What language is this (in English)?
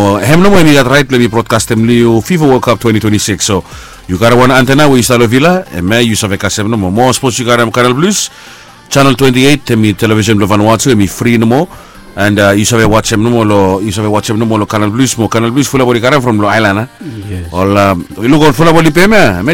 Bislama